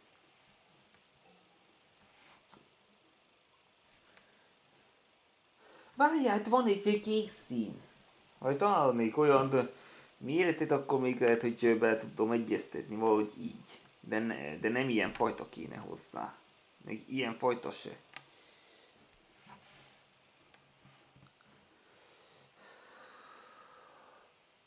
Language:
Hungarian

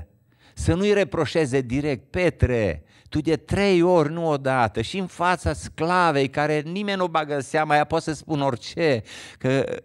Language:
Romanian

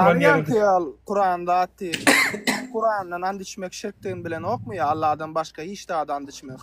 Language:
Turkmen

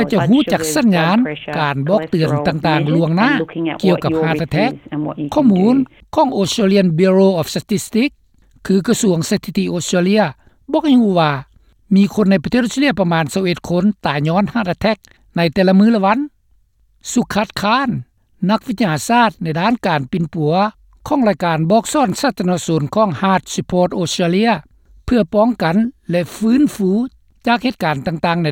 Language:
Lao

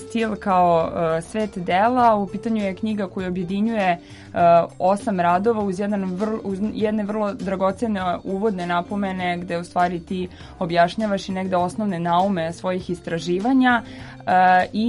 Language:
Serbian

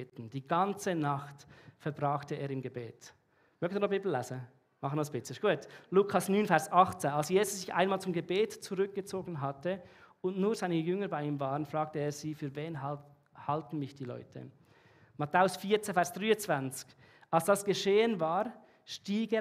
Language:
Swiss German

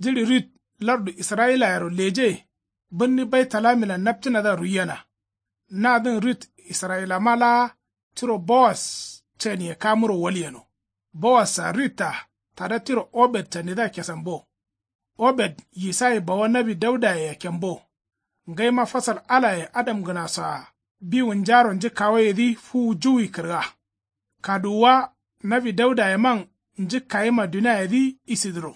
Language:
Kanuri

